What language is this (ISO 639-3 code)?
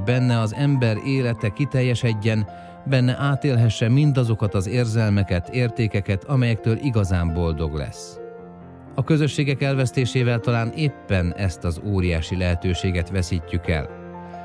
hun